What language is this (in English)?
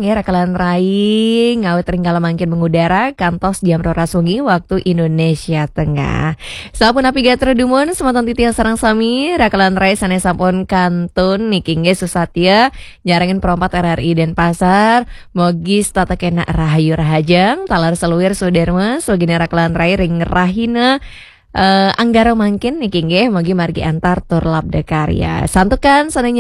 Balinese